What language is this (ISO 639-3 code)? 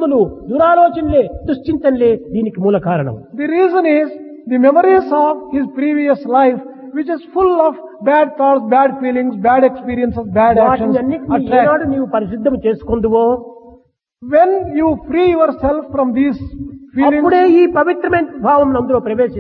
tel